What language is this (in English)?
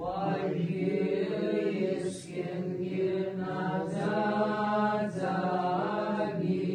Abkhazian